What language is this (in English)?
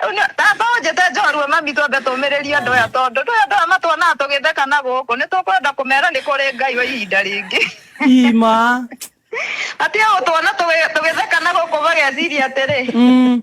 Kikuyu